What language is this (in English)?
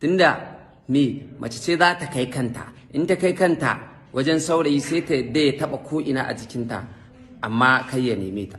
Hausa